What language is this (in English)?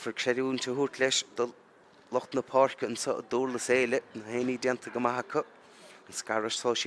Irish